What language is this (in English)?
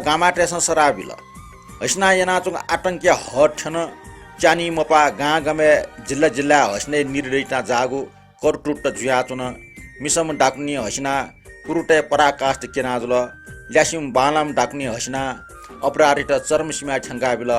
Newari